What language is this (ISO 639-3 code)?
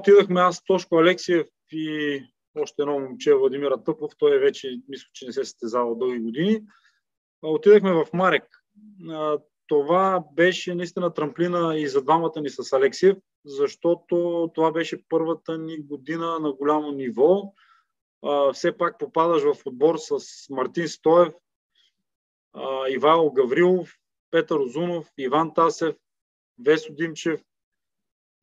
bul